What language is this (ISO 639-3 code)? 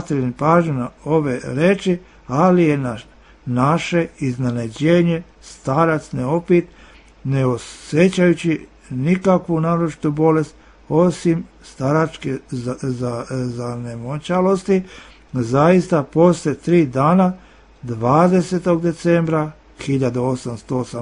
srp